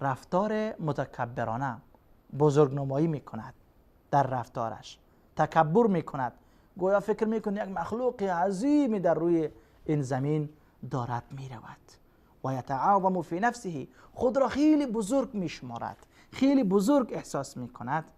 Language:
Persian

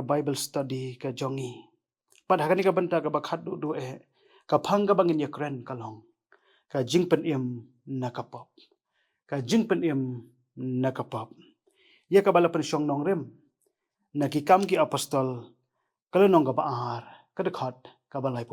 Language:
Khasi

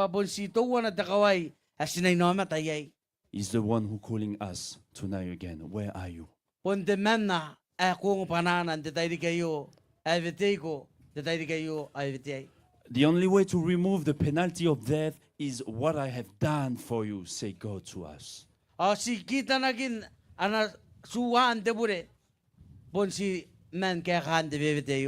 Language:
Gilbertese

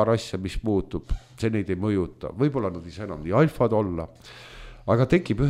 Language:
Estonian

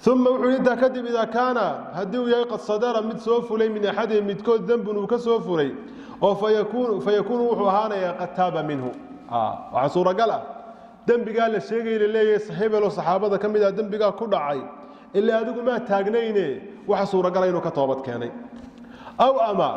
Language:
Somali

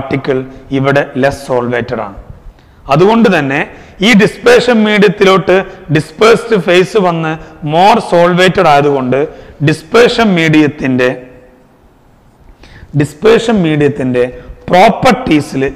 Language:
Malayalam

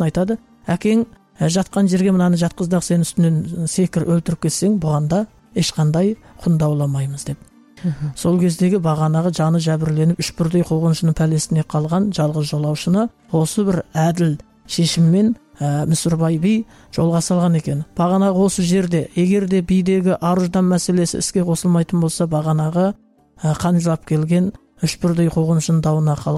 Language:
Kazakh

